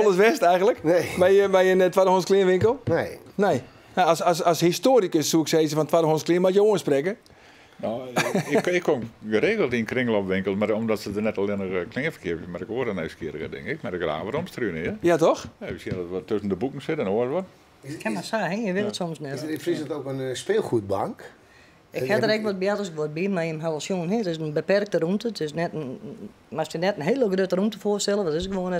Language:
Western Frisian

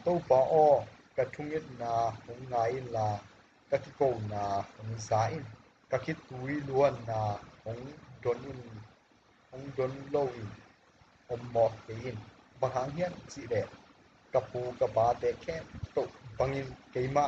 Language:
Tedim Chin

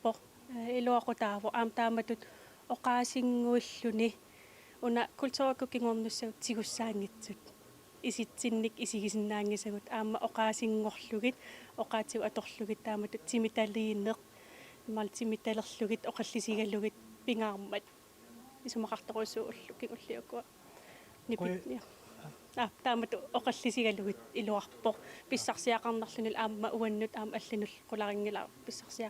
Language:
Kalaallisut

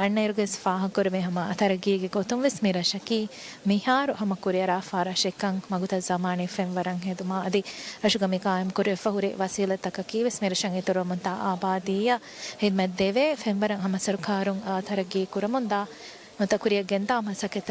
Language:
Divehi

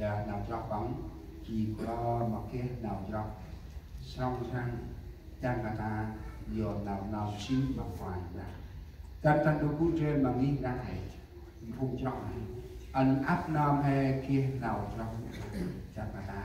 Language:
Central Mnong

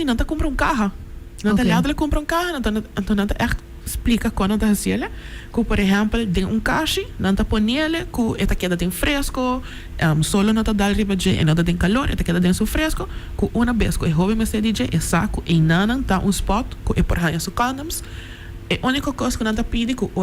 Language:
Papiamento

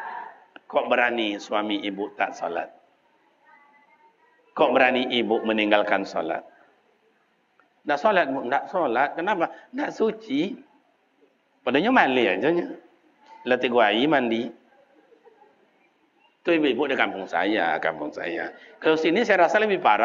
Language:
Malay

